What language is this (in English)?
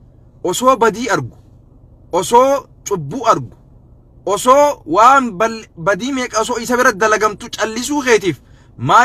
Oromo